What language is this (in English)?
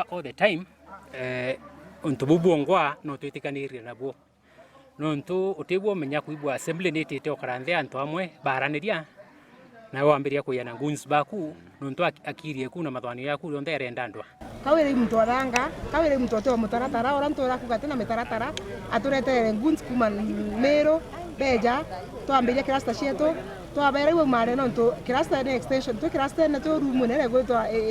Meru